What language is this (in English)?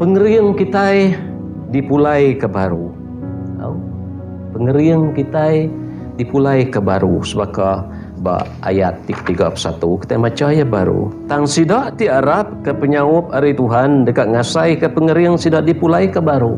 Iban